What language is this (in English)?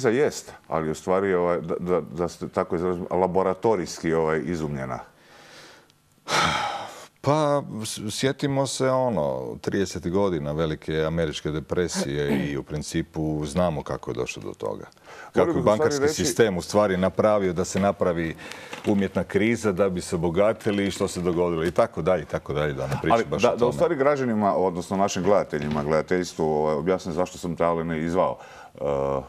Croatian